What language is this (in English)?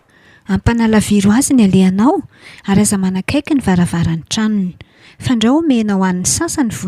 Malagasy